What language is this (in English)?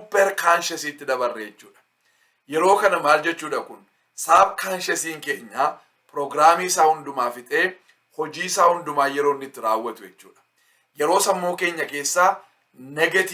Oromo